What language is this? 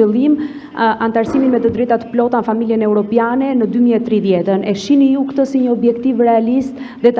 Albanian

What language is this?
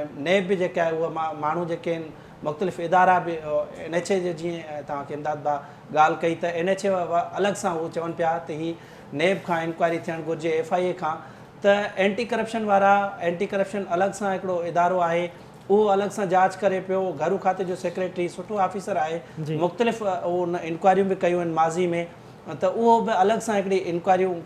Sindhi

